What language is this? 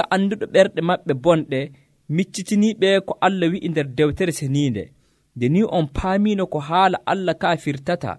Nigerian Fulfulde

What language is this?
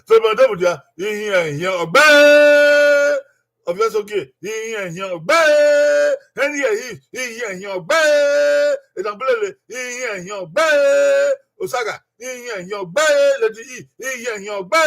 Bini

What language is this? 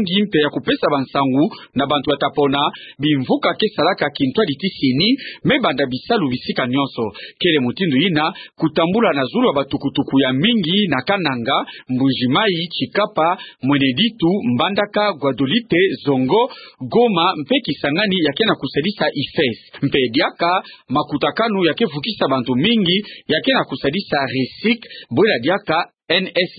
Kituba (Democratic Republic of Congo)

